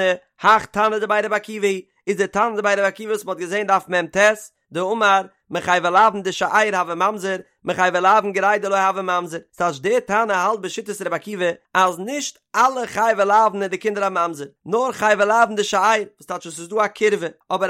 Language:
Yiddish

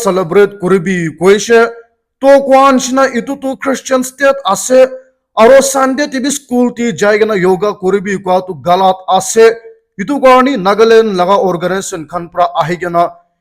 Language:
Naga Pidgin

